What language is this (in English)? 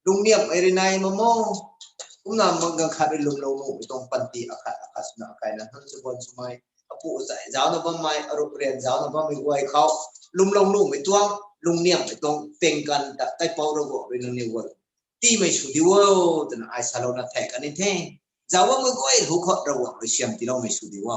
Rongmei Naga